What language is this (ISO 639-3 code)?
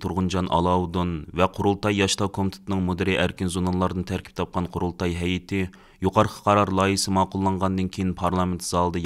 uig